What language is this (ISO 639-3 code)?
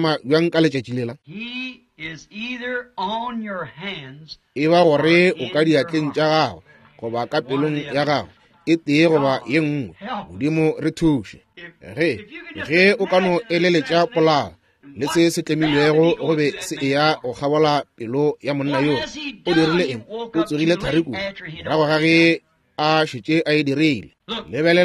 nso